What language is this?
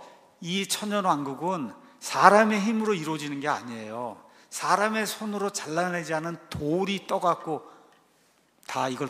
Korean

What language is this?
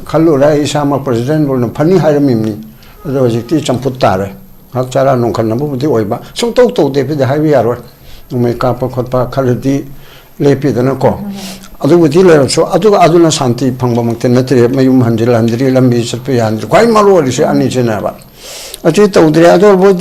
Manipuri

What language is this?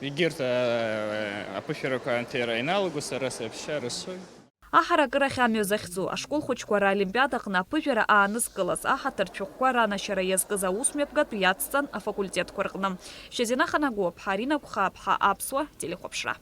Abkhazian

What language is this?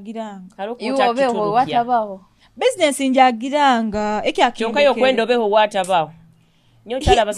Nyoro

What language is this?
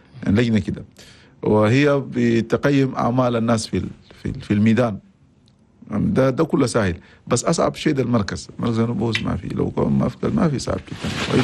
Chadian Arabic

